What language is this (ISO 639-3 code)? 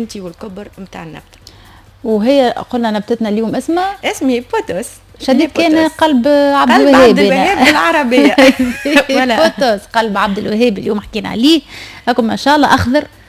aeb